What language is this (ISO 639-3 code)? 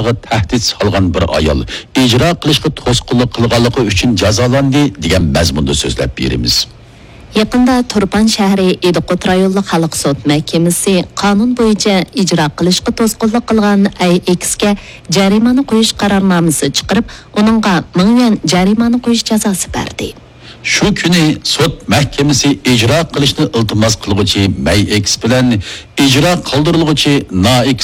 uig